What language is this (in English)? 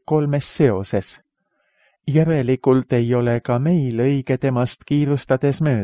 Estonian